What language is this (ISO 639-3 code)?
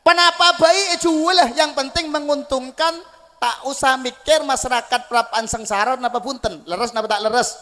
mad